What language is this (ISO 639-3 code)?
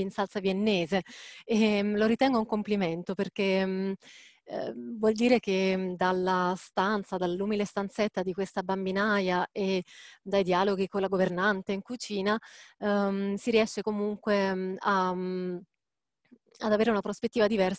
ita